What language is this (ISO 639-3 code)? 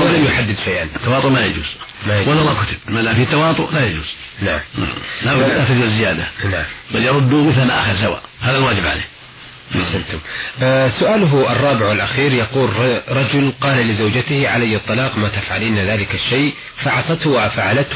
ara